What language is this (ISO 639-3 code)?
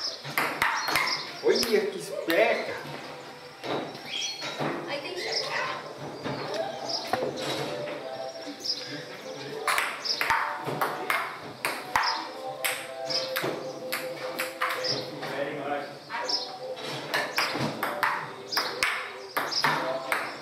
por